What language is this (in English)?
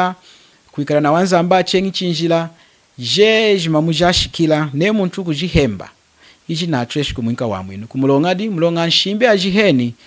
Lunda